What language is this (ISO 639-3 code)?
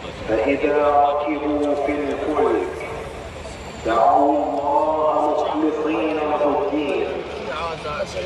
ara